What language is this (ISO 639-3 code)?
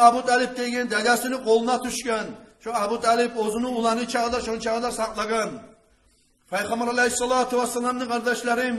kum